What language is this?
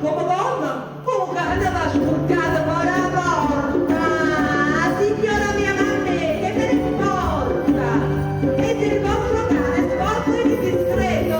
Neapolitan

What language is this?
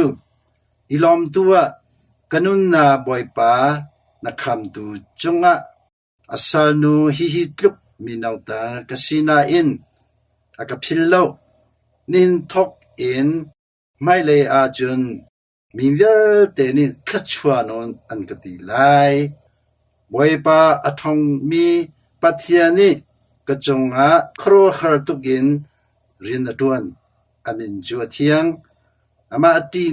Hakha Chin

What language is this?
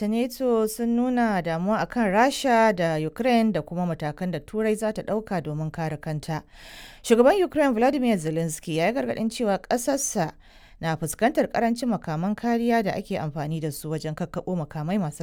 Hausa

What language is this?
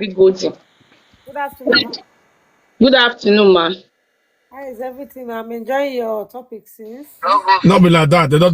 Nigerian Pidgin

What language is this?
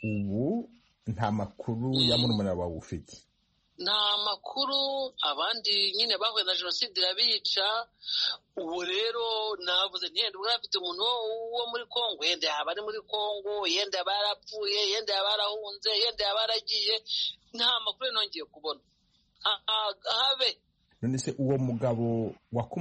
Kinyarwanda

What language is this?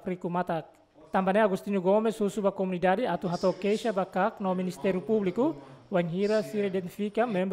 Tetum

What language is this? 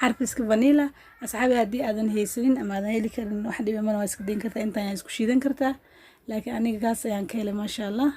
Somali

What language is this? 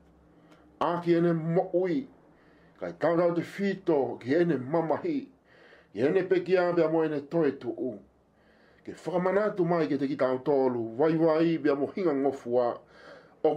Tongan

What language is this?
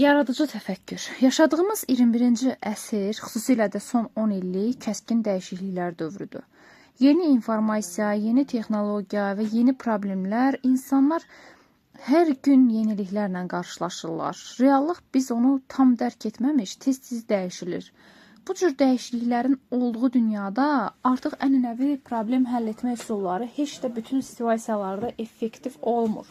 Azerbaijani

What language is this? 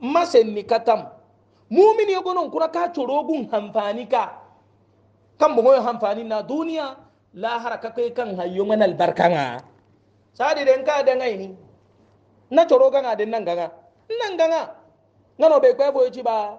Hausa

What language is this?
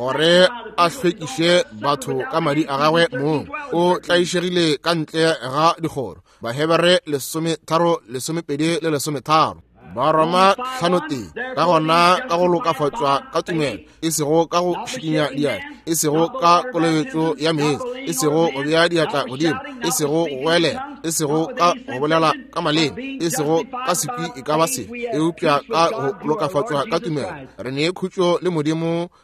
Northern Sotho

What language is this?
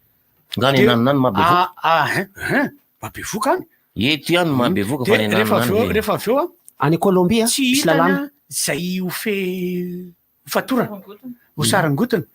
Malagasy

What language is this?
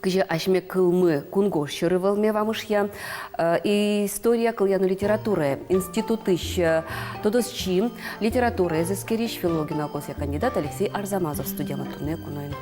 Udmurt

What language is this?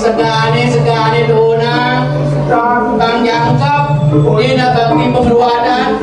Balinese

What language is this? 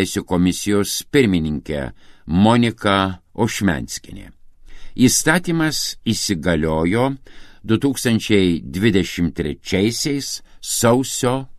Lithuanian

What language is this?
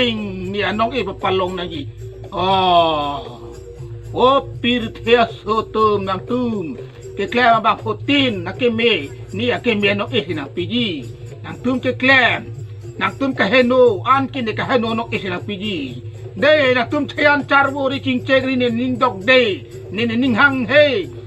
Karbi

